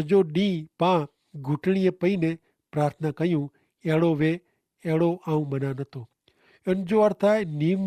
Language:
Kachhi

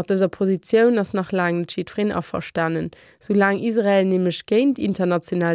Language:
Luxembourgish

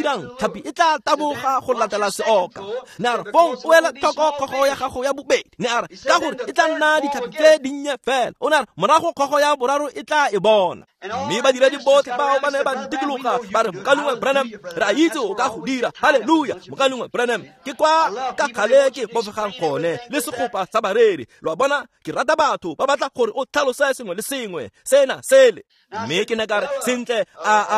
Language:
Tswana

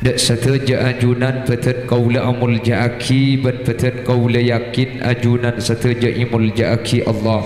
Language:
Madurese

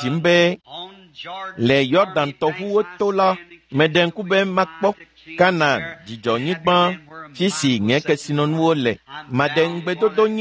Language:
Ewe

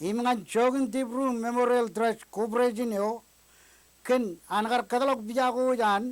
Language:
Marshallese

